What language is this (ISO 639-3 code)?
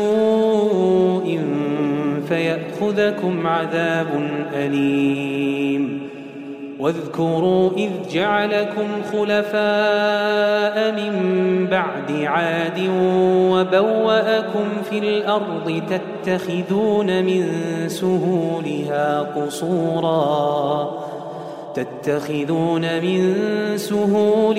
ara